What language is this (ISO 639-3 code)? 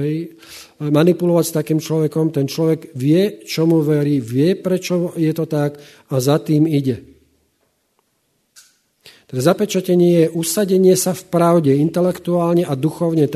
slk